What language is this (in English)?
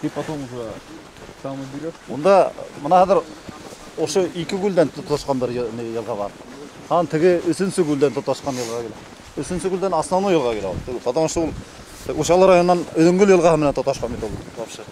Bashkir